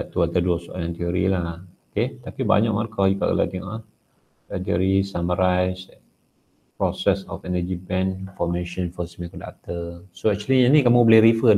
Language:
Malay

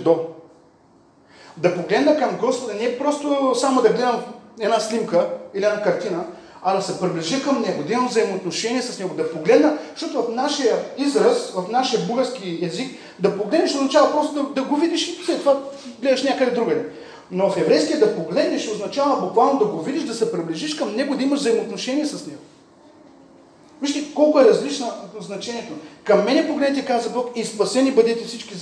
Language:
Bulgarian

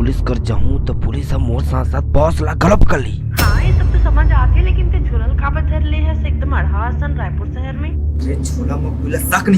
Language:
Chhattisgarhi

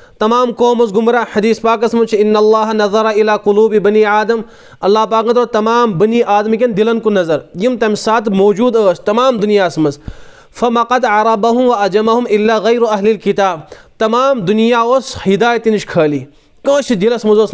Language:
Kashmiri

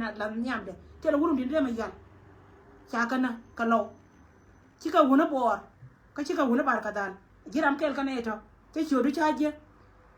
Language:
Nuer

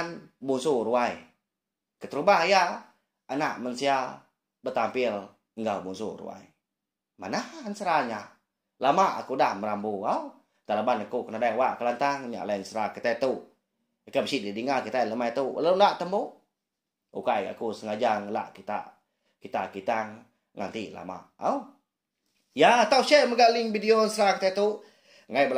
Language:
Iban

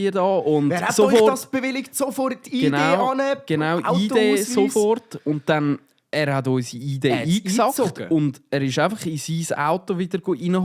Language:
Swiss German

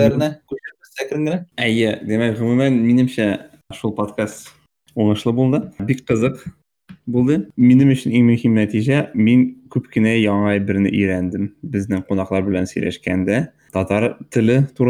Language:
Tatar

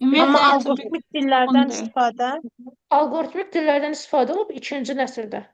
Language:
Azerbaijani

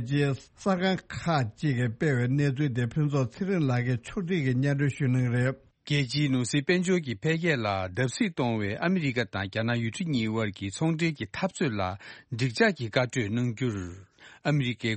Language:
Tibetan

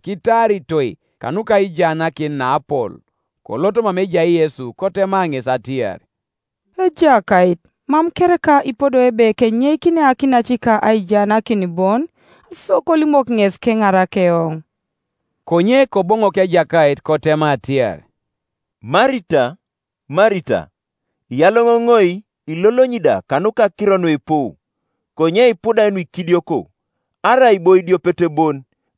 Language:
Teso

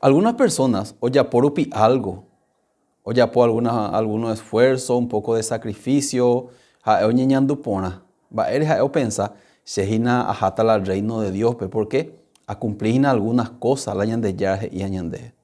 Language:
Guarani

